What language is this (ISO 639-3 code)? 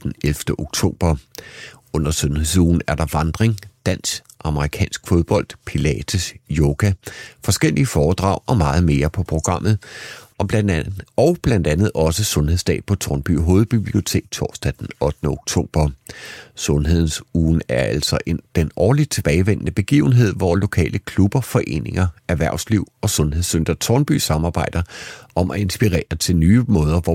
dan